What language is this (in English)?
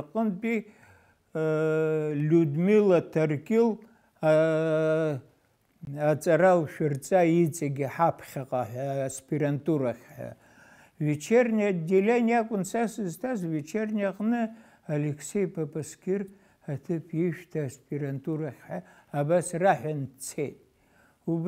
Abkhazian